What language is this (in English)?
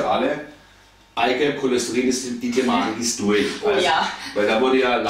German